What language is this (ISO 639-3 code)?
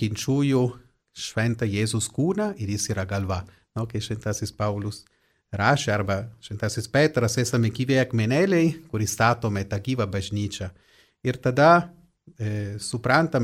lit